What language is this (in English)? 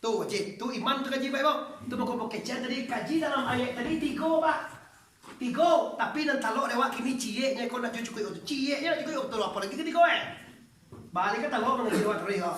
Minangkabau